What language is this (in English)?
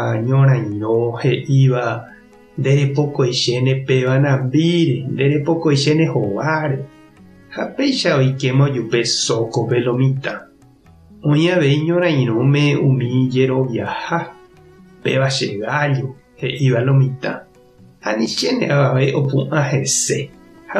Guarani